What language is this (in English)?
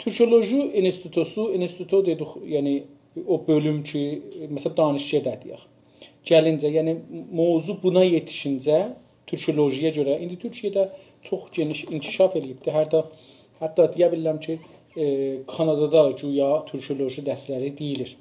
South Azerbaijani